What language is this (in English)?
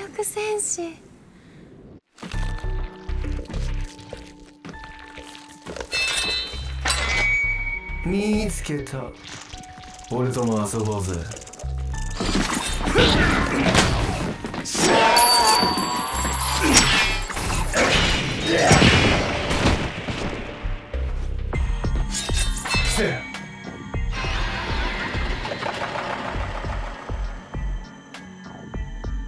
Japanese